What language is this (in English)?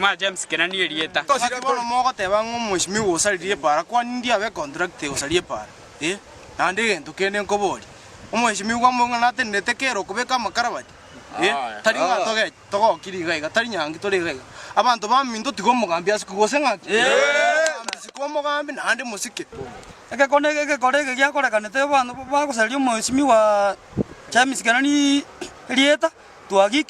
Gusii